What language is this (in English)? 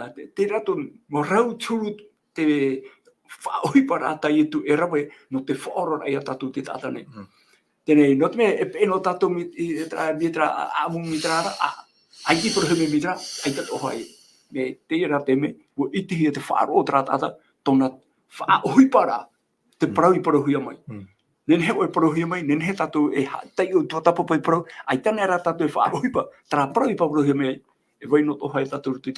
Tahitian